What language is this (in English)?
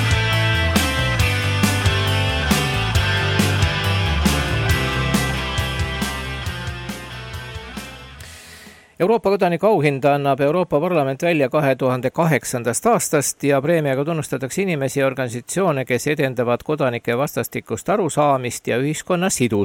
Estonian